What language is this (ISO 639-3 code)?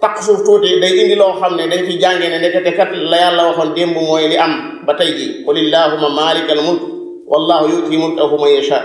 wol